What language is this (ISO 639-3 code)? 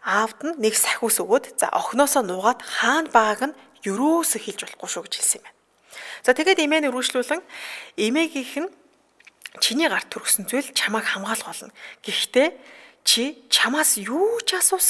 mon